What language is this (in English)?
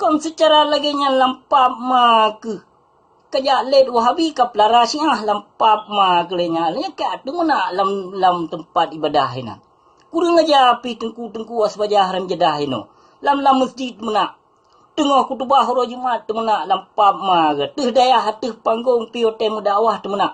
Achinese